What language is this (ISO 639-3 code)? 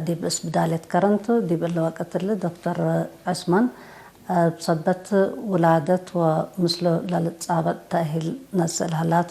tig